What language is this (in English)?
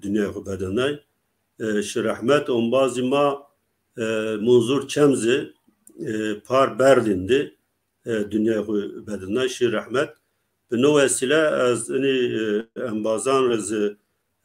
Zaza